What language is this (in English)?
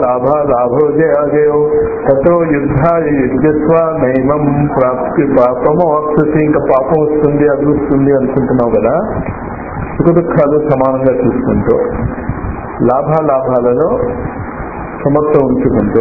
Telugu